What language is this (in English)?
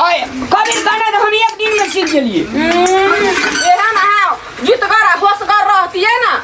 Maithili